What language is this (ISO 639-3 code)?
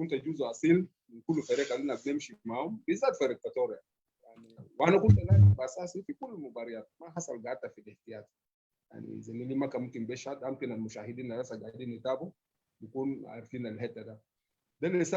apd